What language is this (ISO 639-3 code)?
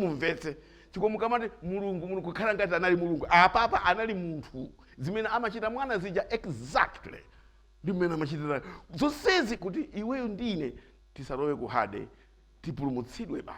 nya